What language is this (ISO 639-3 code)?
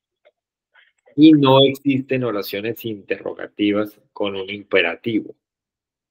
spa